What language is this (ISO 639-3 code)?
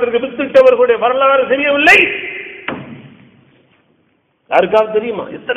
tam